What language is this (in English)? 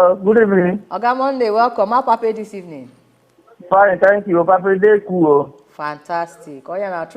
Nigerian Pidgin